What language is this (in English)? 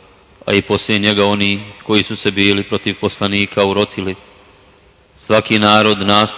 Bosnian